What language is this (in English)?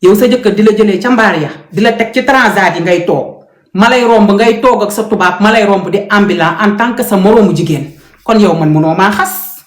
Wolof